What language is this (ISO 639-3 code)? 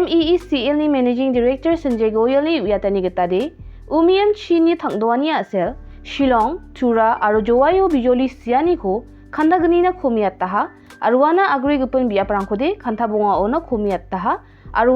grt